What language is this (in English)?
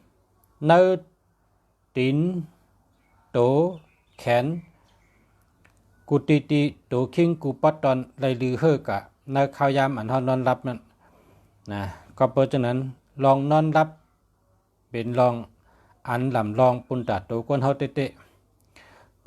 Shan